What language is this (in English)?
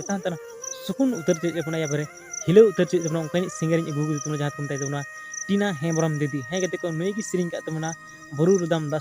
Santali